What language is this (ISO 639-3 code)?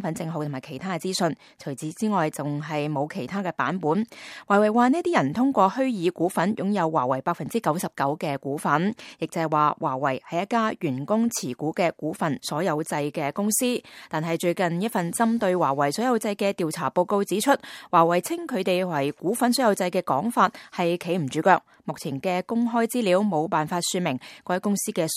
yue